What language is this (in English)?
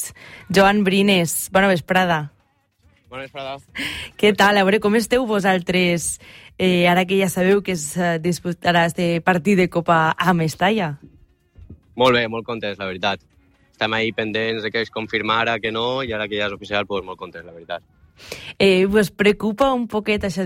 Catalan